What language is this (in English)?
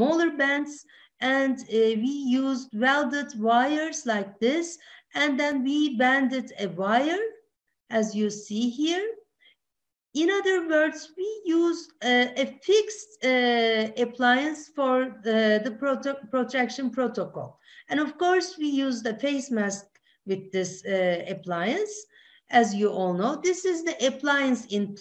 English